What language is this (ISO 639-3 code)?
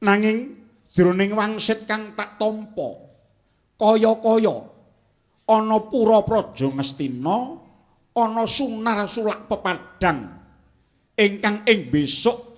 jav